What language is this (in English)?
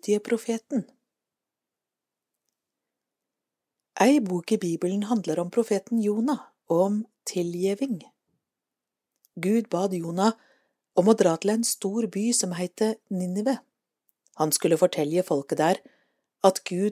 Norwegian